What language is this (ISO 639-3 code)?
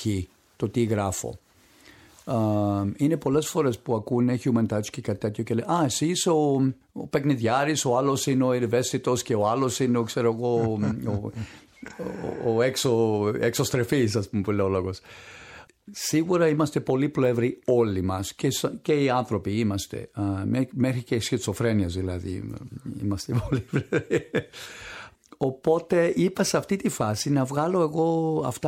ell